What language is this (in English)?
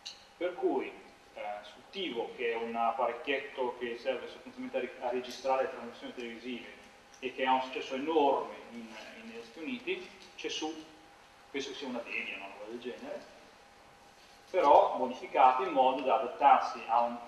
Italian